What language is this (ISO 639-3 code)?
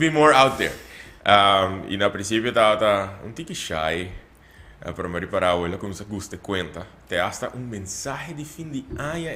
pap